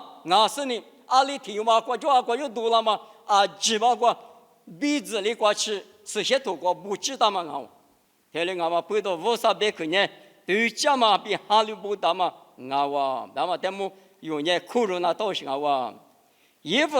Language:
Lisu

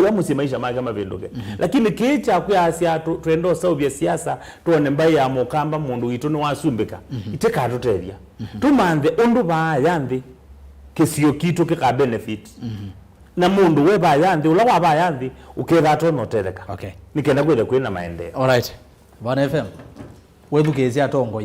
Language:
Kamba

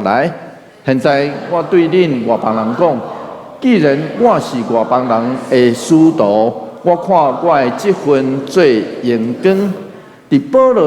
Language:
Min Nan Chinese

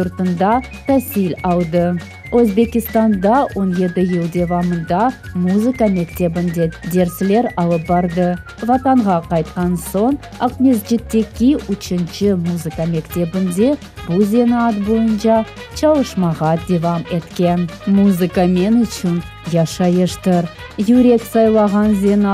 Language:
Crimean Tatar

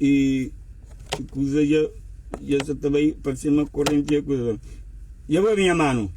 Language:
Kabuverdianu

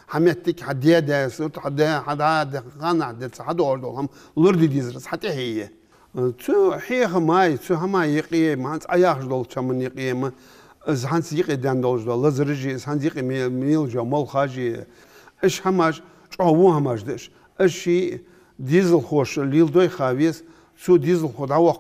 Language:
Ingush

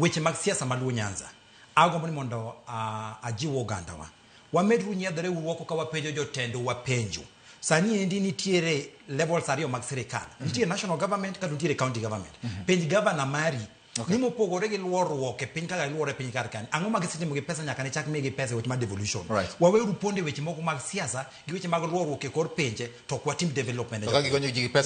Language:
Luo (Kenya and Tanzania)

